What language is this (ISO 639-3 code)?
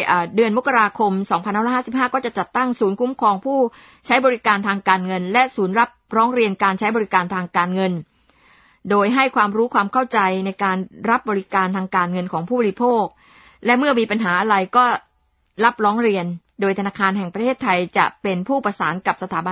tha